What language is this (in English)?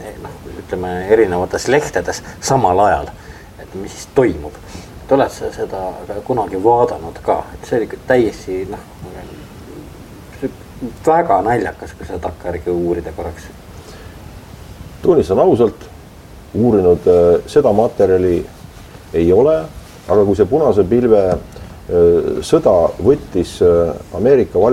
Estonian